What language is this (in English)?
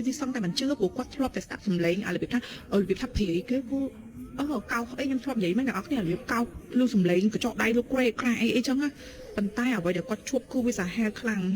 Khmer